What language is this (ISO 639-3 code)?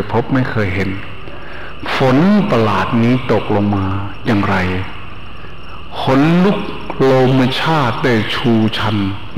tha